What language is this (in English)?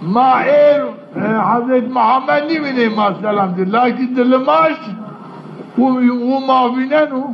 Zaza